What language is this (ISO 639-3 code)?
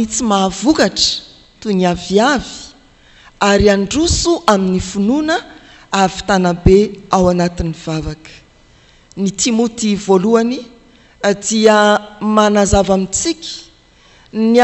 mlg